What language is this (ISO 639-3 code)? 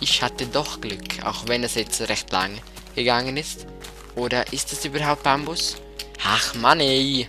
gsw